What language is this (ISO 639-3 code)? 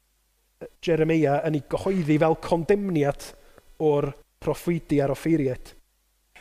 cym